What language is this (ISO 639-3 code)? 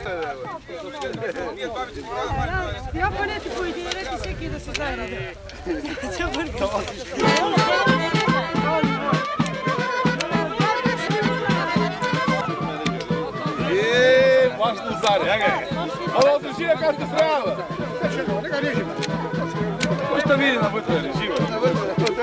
bul